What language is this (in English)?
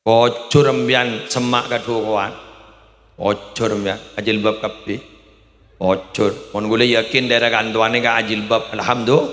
Madurese